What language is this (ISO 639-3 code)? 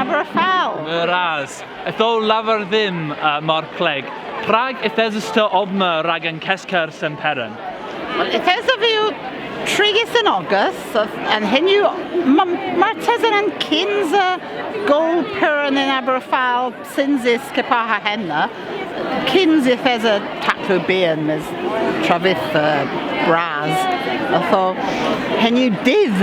cor